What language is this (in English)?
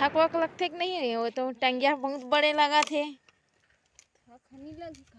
Chhattisgarhi